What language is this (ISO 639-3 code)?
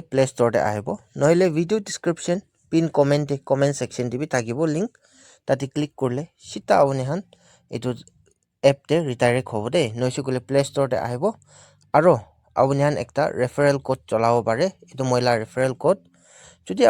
nag